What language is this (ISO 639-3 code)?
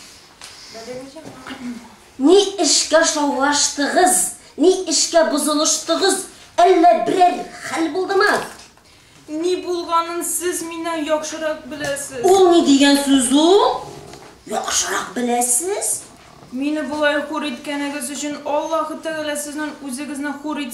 tat